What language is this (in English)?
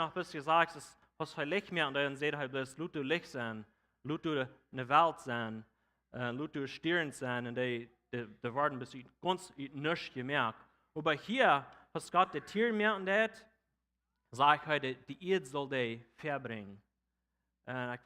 Plautdietsch